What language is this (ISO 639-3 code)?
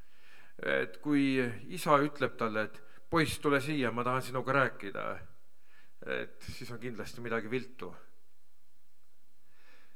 est